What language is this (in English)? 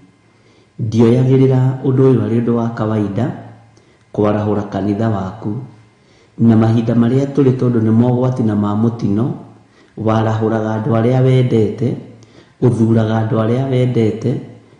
Kikuyu